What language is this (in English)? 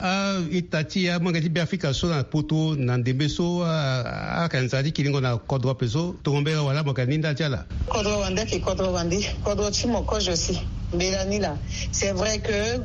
Sango